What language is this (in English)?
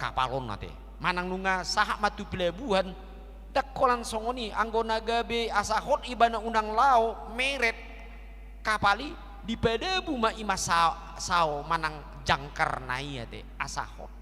Batak Toba